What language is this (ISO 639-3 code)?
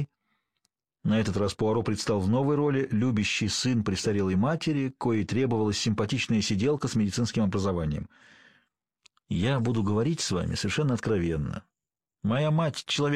rus